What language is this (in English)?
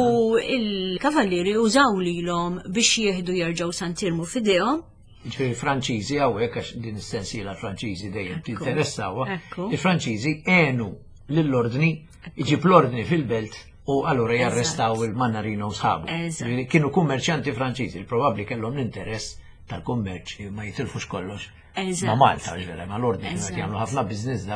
Maltese